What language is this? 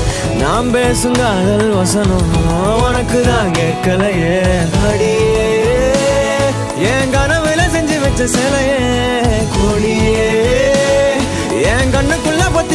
Tamil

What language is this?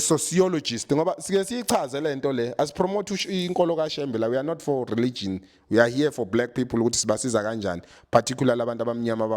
Zulu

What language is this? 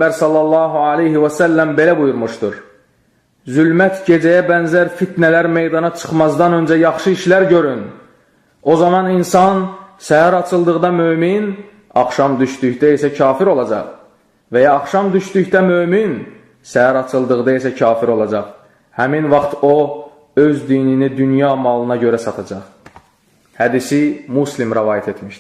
Azerbaijani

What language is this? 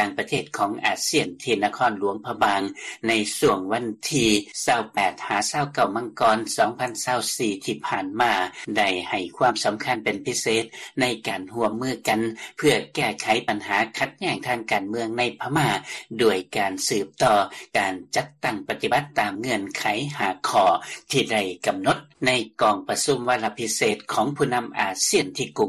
Lao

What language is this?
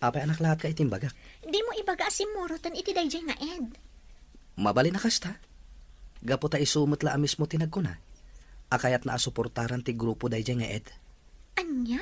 Iloko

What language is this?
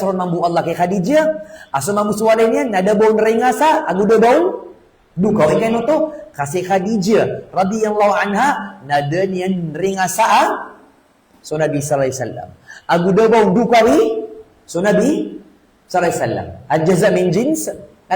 Maranao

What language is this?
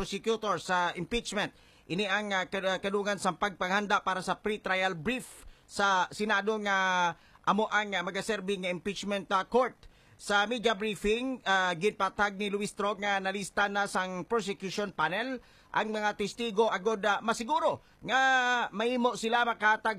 Hiligaynon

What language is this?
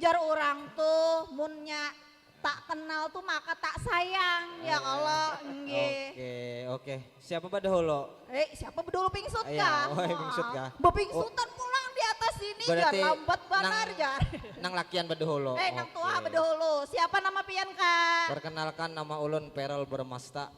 Banjar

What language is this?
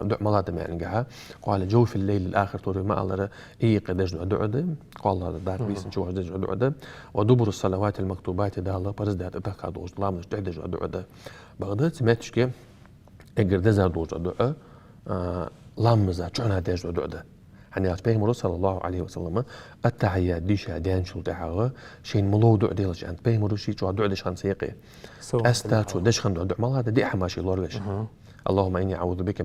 Ingush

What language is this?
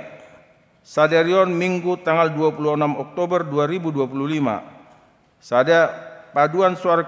Batak Toba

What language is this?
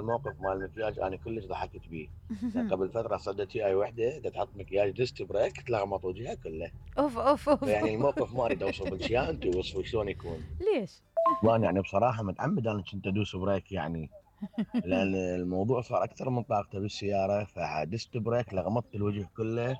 Mesopotamian Arabic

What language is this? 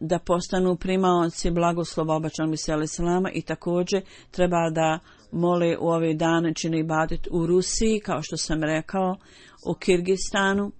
Bosnian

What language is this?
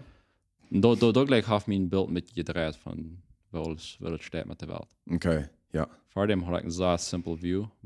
Plautdietsch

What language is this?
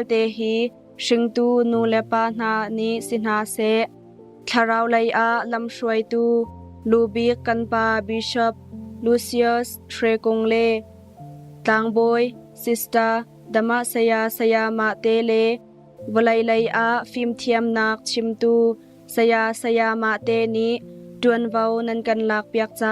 Hakha Chin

